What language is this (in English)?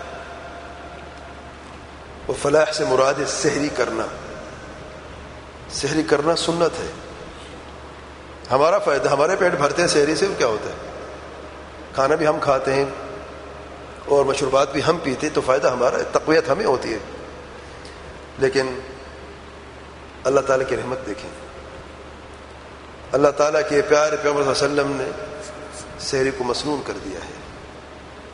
Urdu